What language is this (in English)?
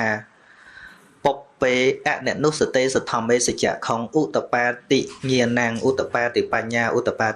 Khmer